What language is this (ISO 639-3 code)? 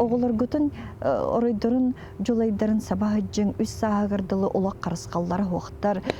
sah